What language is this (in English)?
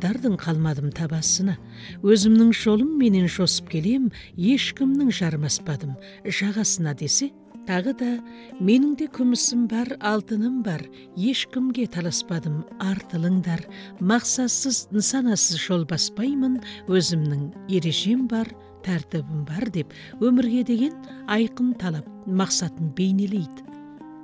Kazakh